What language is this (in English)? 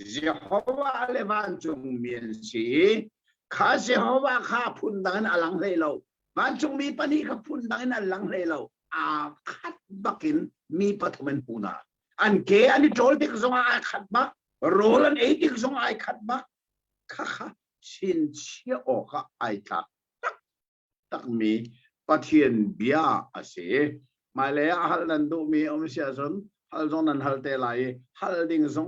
Hakha Chin